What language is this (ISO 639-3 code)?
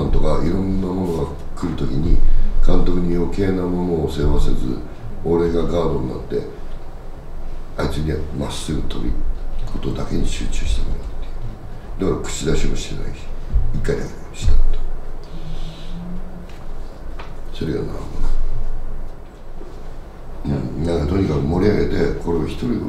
jpn